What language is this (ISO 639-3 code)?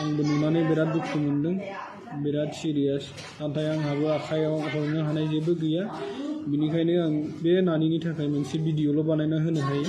brx